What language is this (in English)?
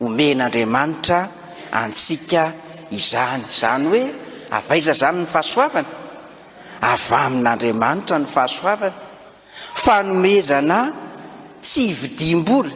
Malagasy